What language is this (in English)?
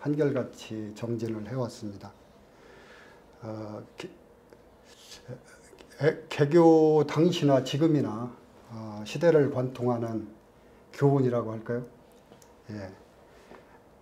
Korean